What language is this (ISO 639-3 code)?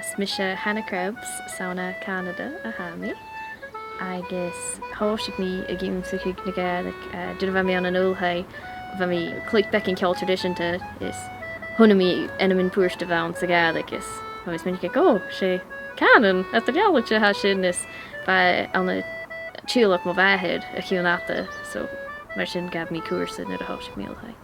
gla